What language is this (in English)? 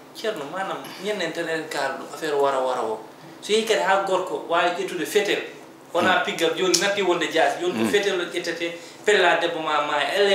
Fula